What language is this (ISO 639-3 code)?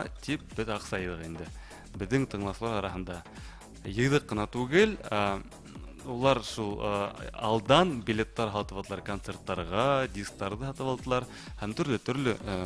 bak